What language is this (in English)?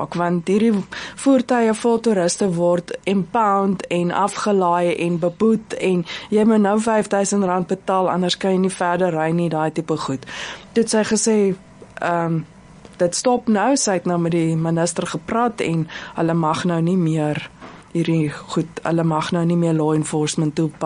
Afrikaans